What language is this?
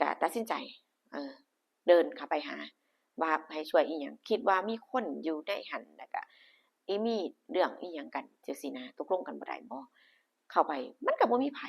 Northeastern Thai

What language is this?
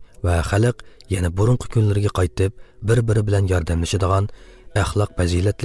Uzbek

